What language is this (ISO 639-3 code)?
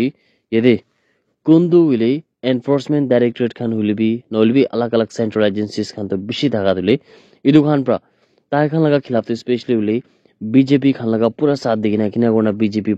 nag